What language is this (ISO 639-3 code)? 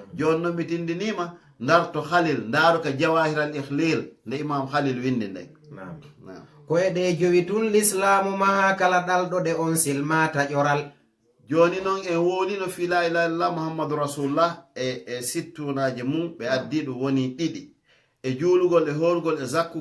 ful